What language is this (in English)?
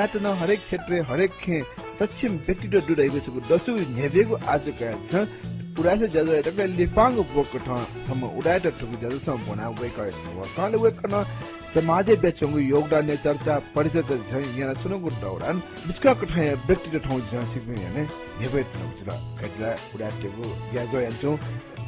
Newari